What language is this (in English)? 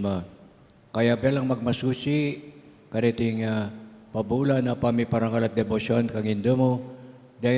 Pampanga